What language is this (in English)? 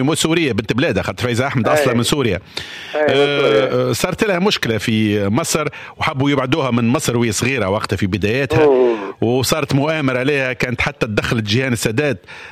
Tunisian Arabic